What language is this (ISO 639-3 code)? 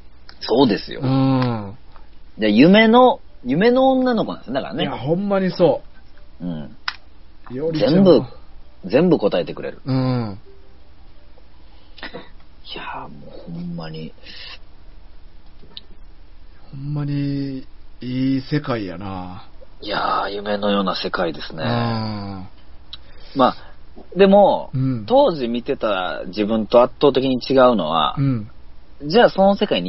jpn